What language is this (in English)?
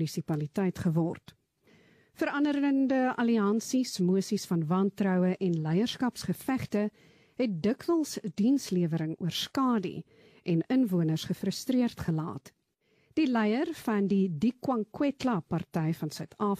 Afrikaans